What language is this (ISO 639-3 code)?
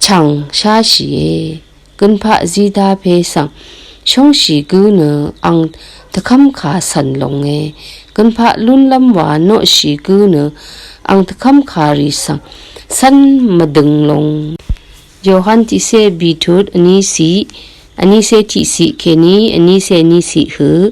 raw